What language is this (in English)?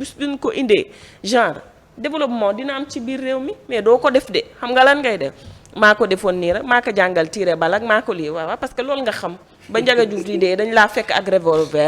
Wolof